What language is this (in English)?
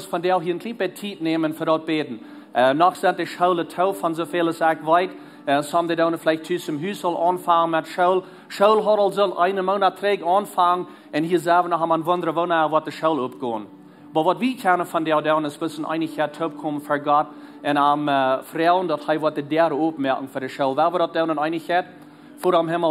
Plautdietsch